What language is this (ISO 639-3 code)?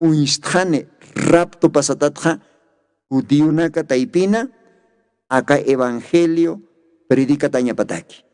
aym